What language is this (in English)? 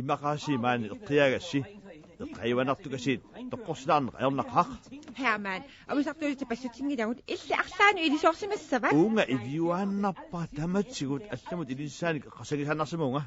Kalaallisut